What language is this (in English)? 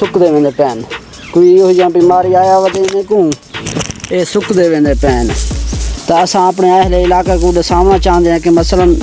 Saraiki